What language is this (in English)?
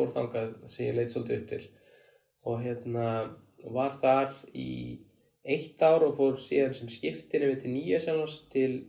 Icelandic